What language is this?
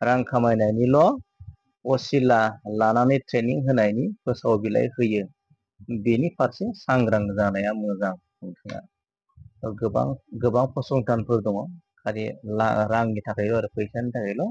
Bodo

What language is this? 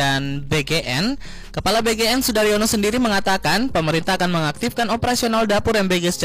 Indonesian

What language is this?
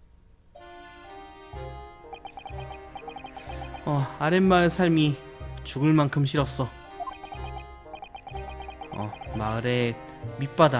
Korean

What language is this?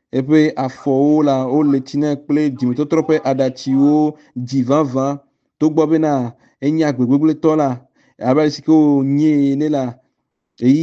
Ewe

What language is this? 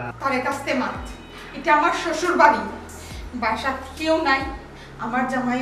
Sylheti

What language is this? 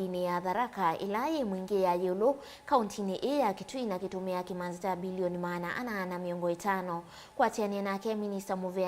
Kamba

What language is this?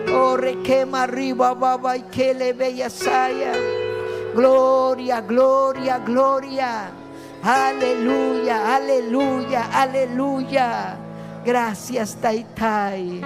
Ayacucho Quechua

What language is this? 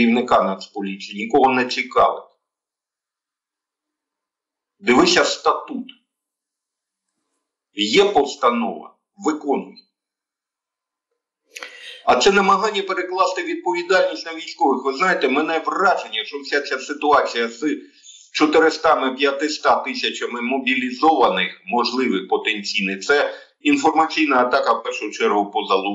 Ukrainian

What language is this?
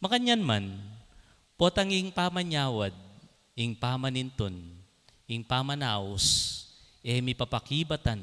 Pampanga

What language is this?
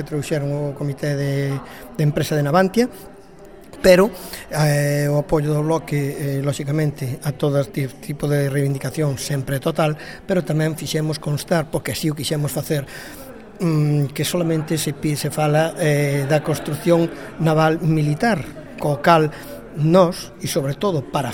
Galician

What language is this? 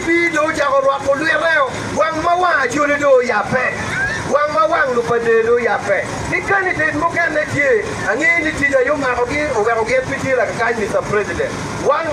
Acoli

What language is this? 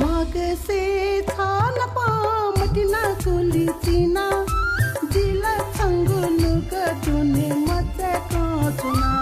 Newari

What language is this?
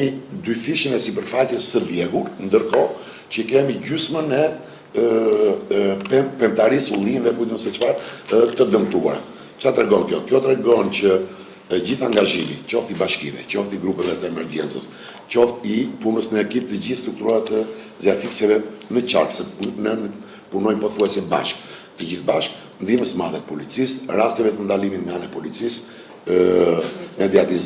Albanian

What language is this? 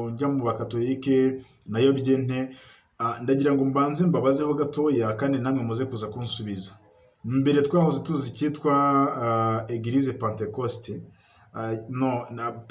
Kinyarwanda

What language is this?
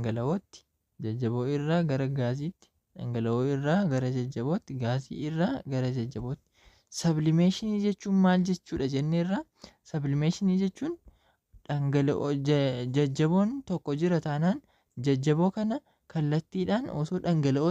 Oromo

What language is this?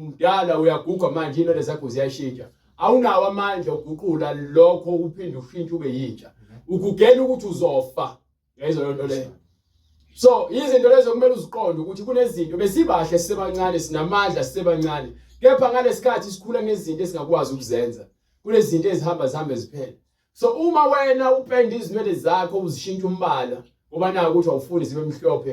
Zulu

